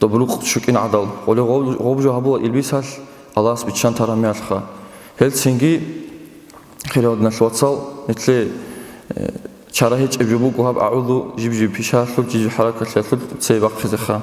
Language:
Avaric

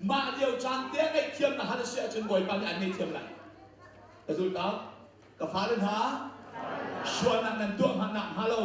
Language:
Hakha Chin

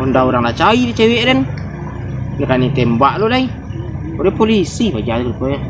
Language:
Minangkabau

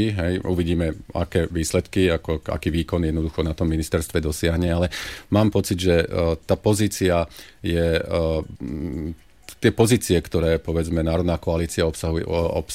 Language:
Slovak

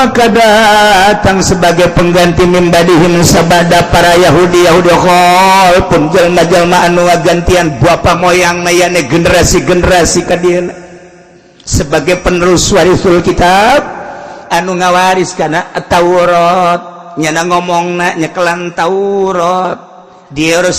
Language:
Sundanese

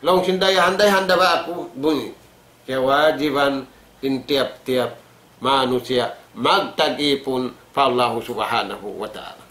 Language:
Tausug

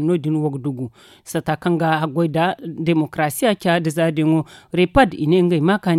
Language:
Zarma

